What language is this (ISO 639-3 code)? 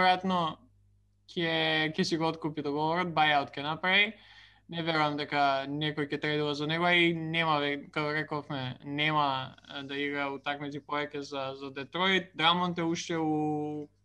mkd